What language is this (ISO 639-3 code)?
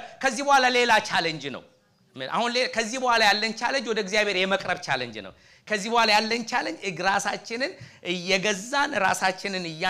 amh